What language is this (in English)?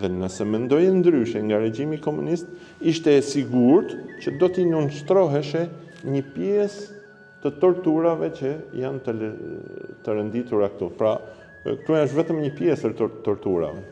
Albanian